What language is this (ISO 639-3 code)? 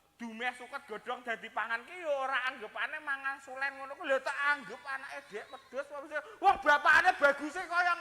jav